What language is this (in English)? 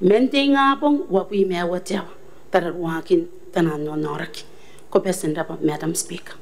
Gilbertese